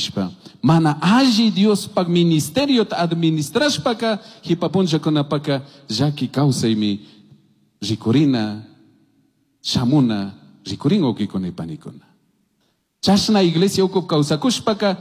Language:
Chimborazo Highland Quichua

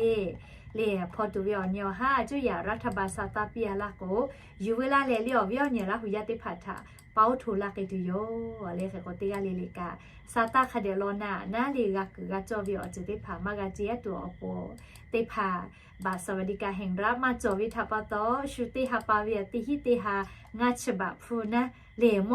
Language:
Lahu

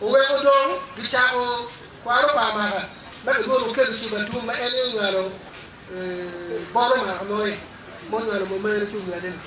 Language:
Acoli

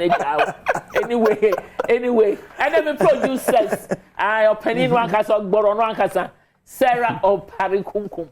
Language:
Akan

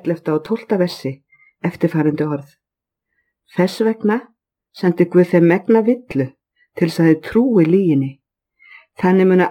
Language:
Icelandic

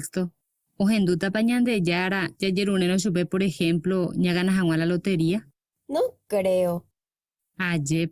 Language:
Guarani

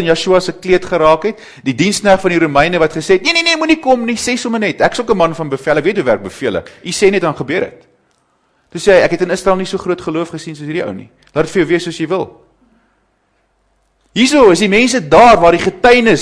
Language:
Afrikaans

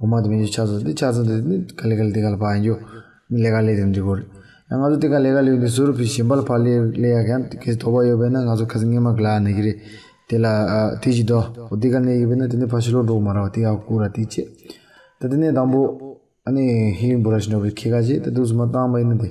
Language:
Tibetan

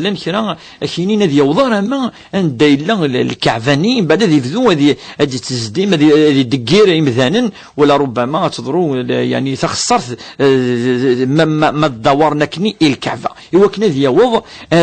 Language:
Kabyle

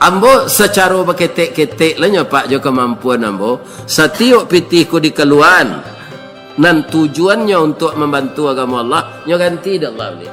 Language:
Minangkabau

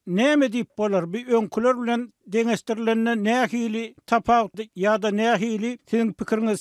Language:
Turkmen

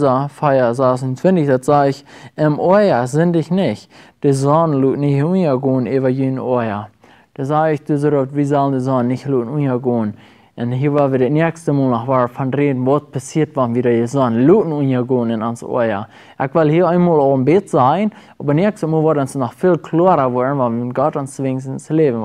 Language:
Plautdietsch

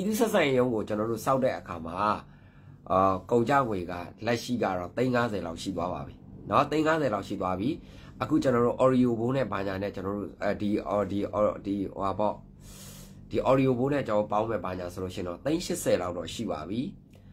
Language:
Burmese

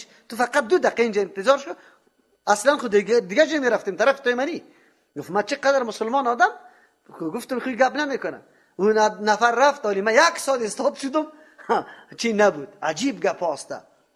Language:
Persian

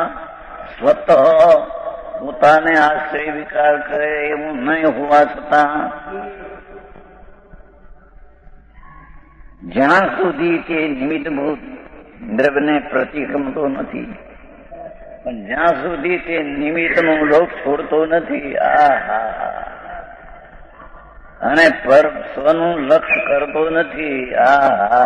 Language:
Gujarati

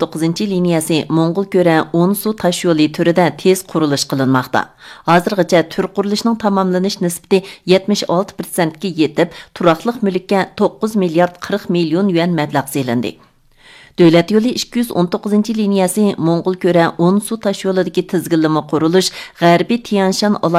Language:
Uyghur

